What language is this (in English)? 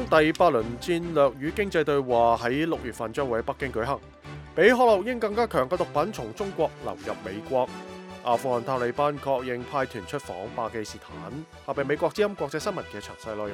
Cantonese